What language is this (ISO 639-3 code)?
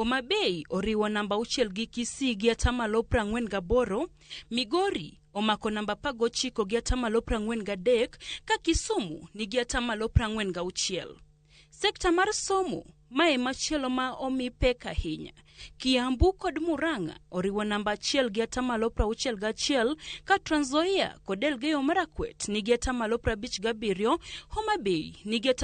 luo